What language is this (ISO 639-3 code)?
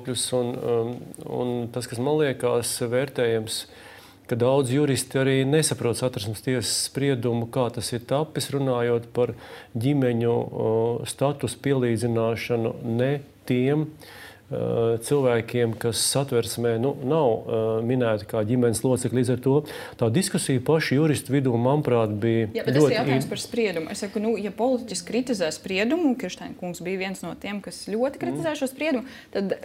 lav